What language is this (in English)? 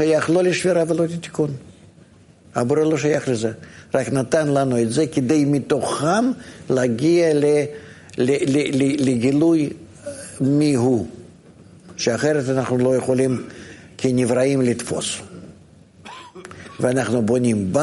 Hebrew